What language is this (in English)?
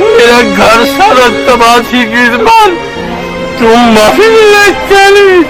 Saraiki